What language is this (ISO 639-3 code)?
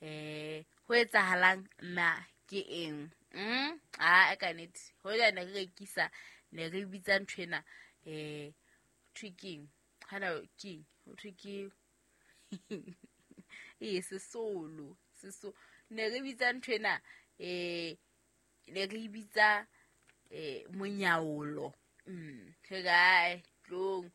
sot